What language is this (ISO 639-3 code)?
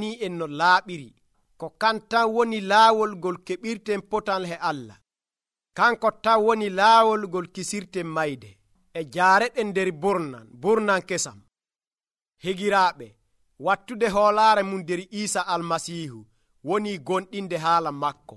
fuv